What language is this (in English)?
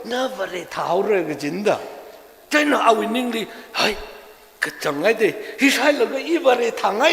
Tangkhul Naga (India)